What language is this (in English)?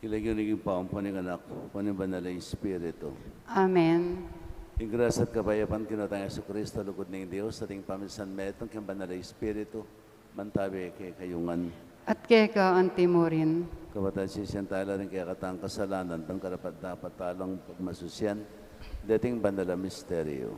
Pampanga